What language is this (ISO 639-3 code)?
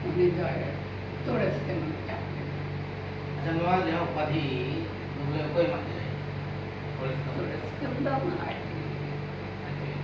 sat